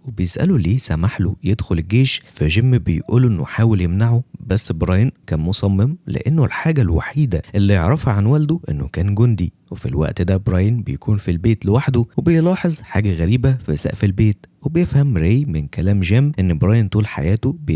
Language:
Egyptian Arabic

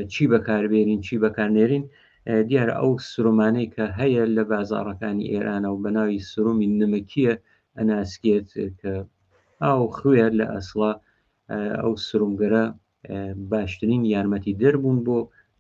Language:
Central Kurdish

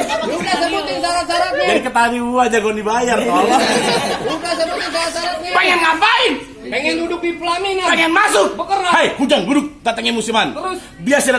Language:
Betawi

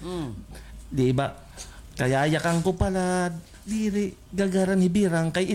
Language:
Waray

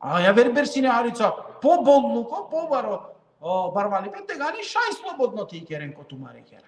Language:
Balkan Romani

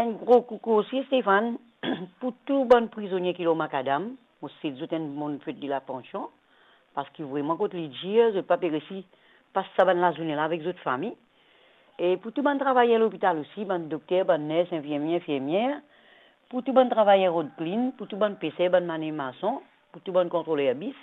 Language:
Morisyen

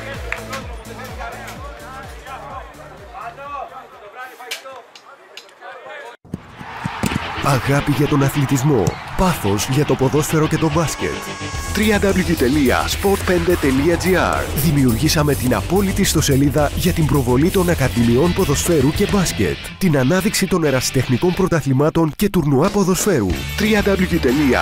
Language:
Greek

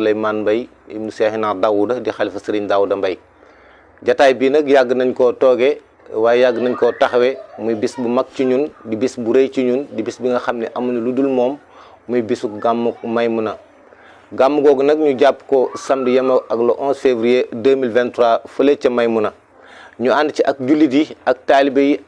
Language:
Wolof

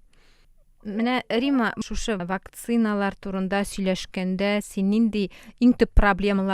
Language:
Tatar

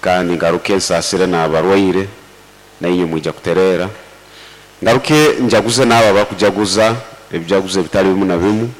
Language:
Nyoro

